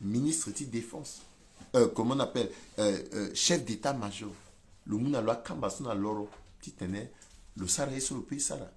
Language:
Sango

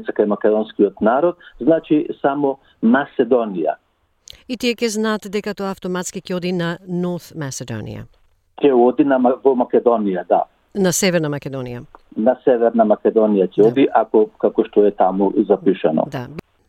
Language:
Macedonian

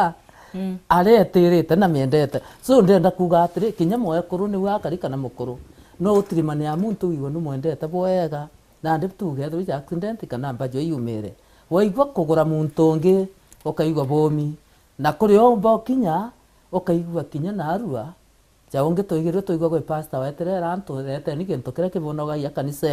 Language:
Meru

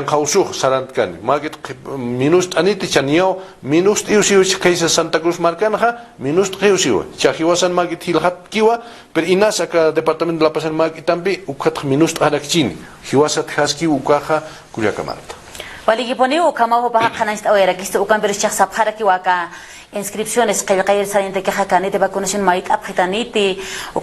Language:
Aymara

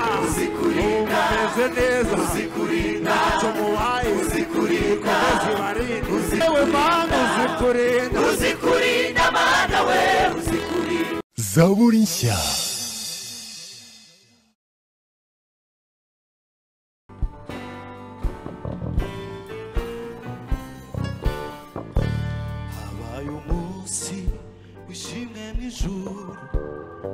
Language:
Kinyarwanda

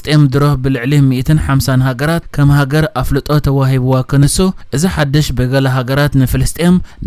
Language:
Tigrinya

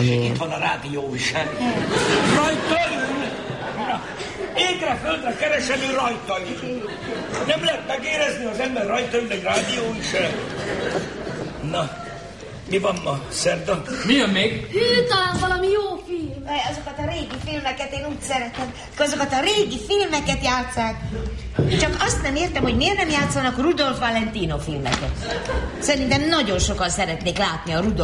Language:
Hungarian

